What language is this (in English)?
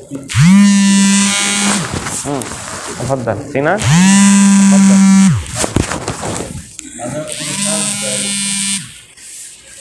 Arabic